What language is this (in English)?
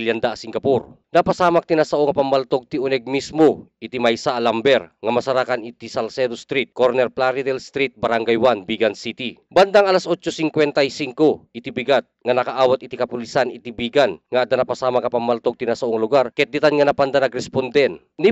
Iloko